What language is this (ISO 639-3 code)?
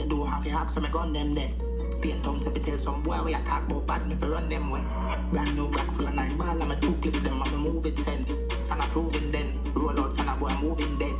jam